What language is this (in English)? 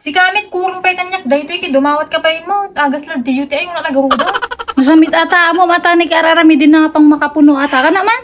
Iloko